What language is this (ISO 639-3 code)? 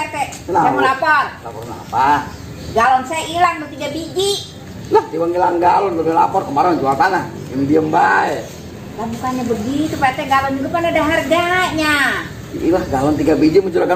bew